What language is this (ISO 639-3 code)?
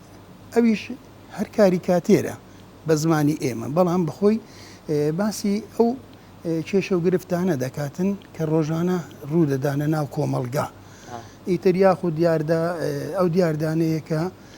ckb